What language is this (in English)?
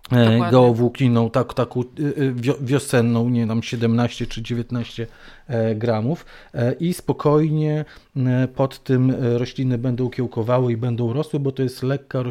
Polish